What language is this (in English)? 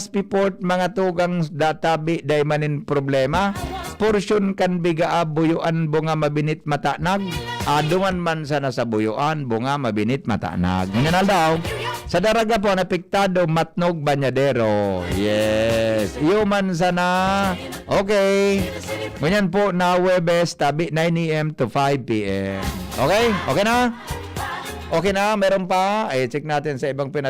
Bikol